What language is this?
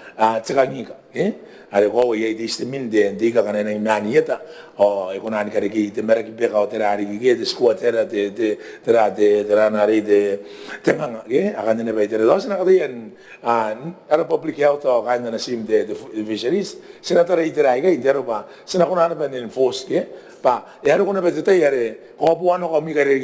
Gilbertese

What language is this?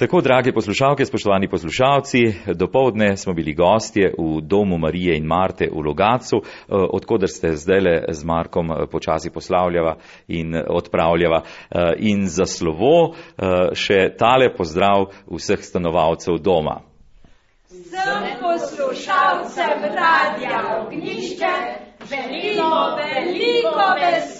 Slovenian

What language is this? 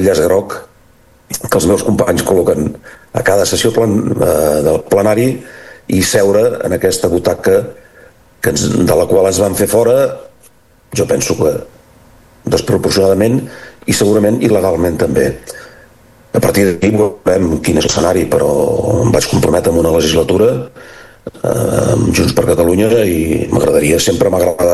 Catalan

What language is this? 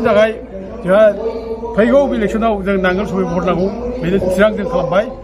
Bodo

